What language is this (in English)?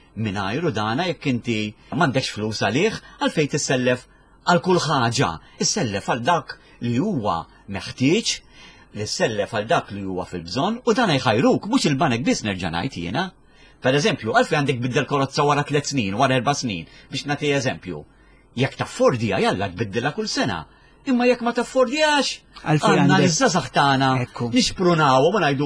Maltese